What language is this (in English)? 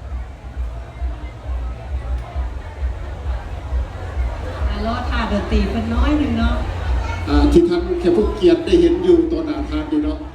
Lao